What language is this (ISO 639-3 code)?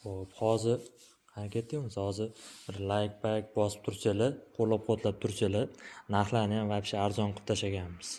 uzb